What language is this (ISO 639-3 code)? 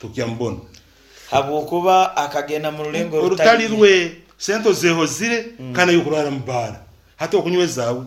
nyn